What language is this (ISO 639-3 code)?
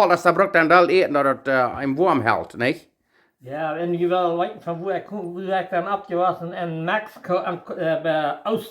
pdt